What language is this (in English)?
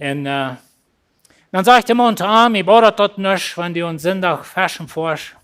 Plautdietsch